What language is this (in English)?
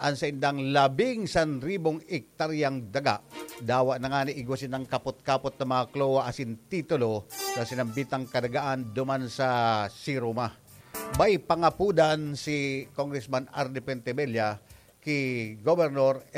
Bikol